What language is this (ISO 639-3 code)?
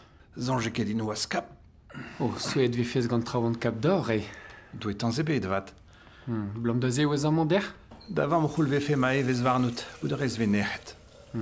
bre